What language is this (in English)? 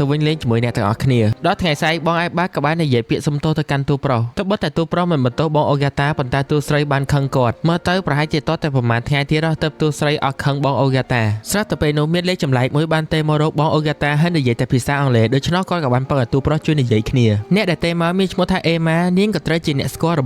Khmer